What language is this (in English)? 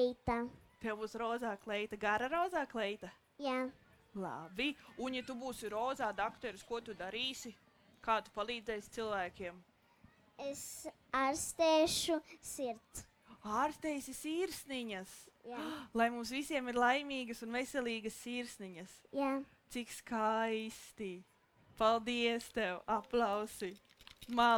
Latvian